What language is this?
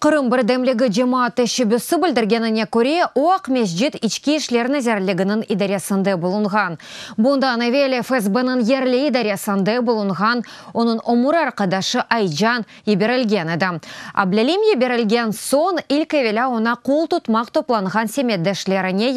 Crimean Tatar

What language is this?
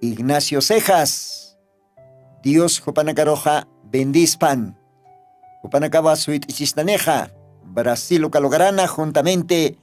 Aymara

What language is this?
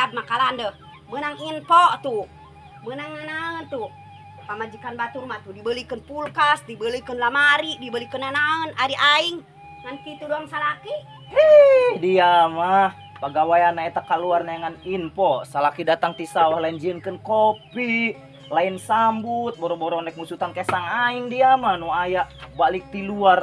Sundanese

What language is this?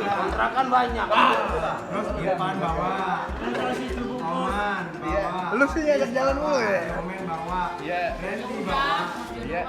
Betawi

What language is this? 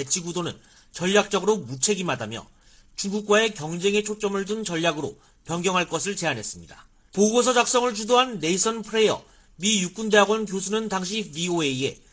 Korean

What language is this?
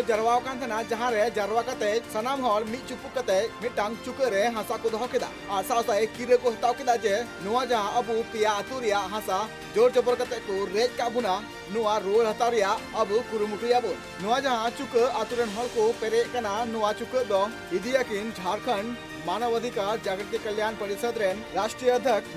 Santali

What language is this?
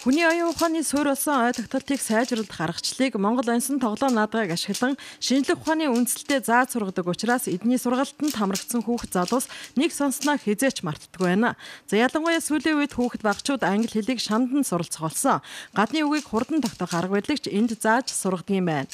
Mongolian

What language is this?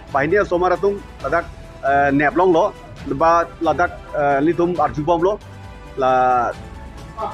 Karbi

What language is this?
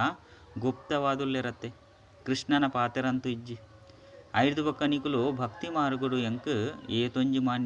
Tulu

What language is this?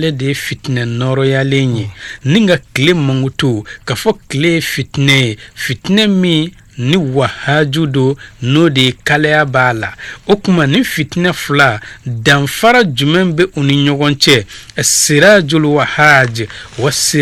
Bambara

